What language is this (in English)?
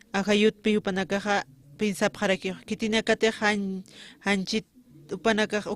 Aymara